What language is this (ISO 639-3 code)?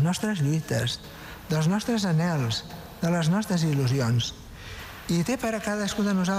cat